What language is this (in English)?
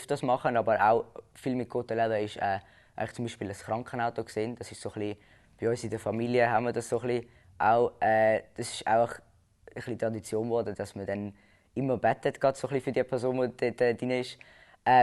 Swiss German